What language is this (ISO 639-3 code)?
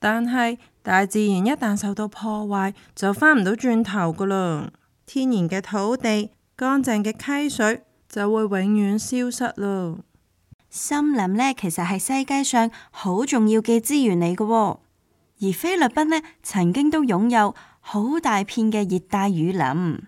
yue